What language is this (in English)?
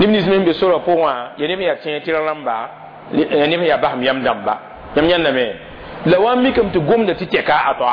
Mossi